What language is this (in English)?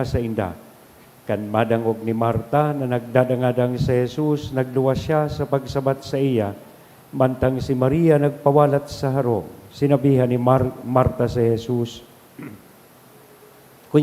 Bikol